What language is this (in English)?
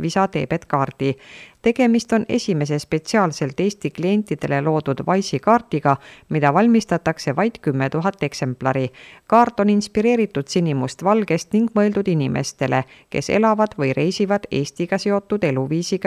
Estonian